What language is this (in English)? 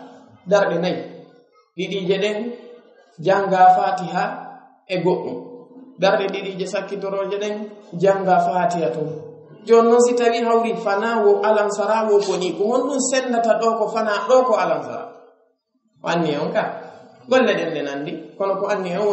Pular